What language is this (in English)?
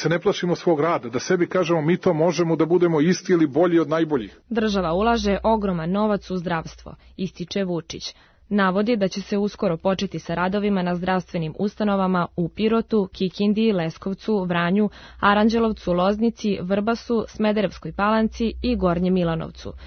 Serbian